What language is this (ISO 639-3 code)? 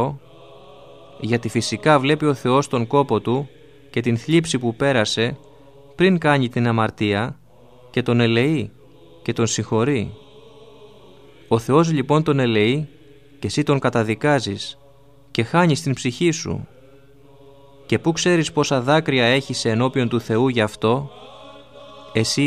ell